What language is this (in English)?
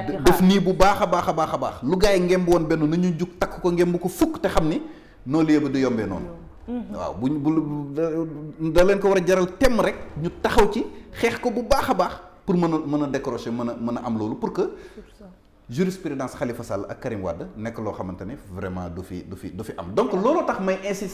Wolof